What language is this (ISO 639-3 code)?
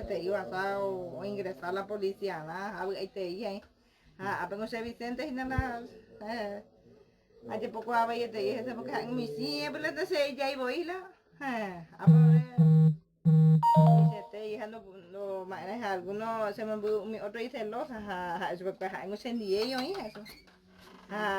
grn